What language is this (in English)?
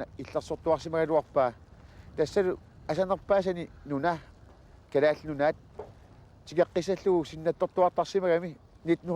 Kalaallisut